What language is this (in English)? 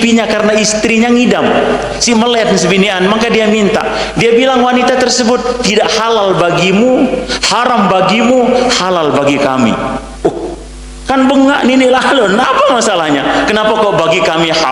Sasak